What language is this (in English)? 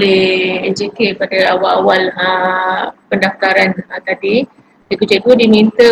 Malay